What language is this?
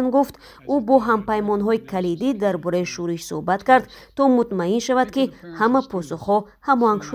Tajik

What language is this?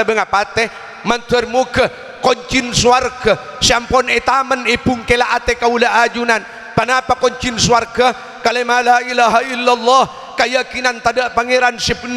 Madurese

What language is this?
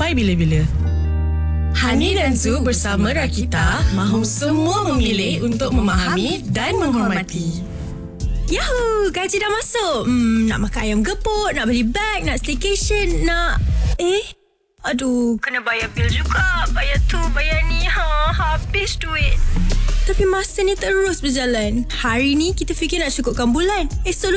Malay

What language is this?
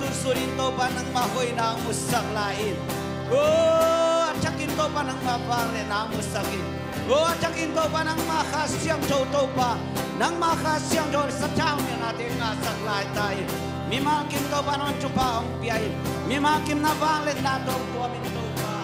Tedim Chin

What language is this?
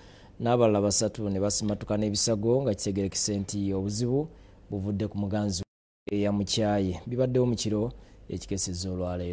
Ganda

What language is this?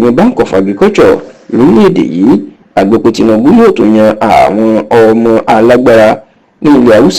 Yoruba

